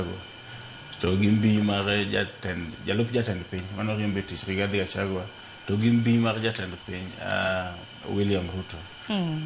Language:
Luo (Kenya and Tanzania)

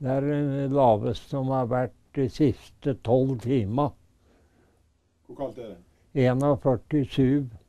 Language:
Norwegian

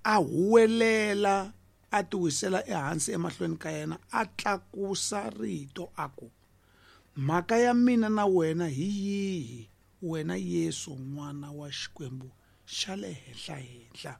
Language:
Tsonga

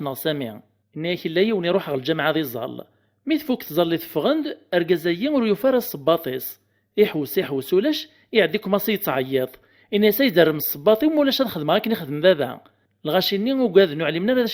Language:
Kabyle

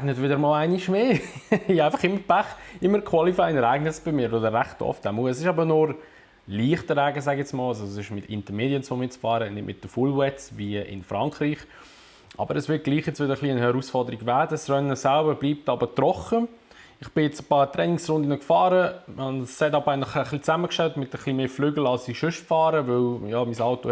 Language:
Swiss German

